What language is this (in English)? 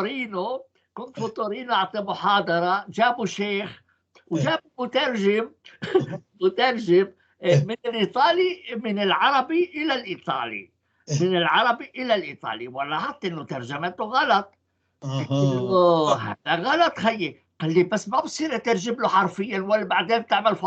North Levantine Arabic